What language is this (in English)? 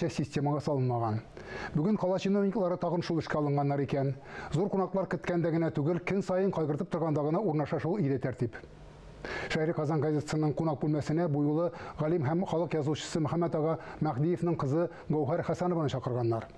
Tatar